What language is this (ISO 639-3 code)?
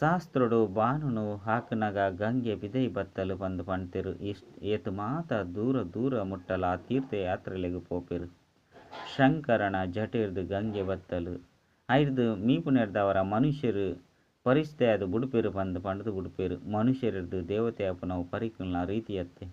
tcy